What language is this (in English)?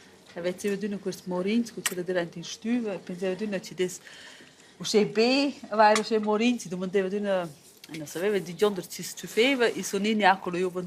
Romansh